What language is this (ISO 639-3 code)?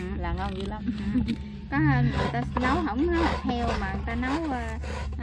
vie